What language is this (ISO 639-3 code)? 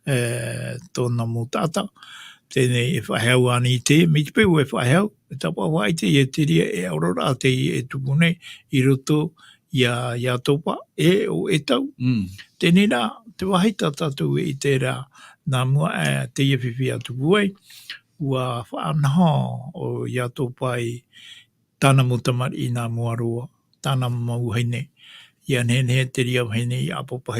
tah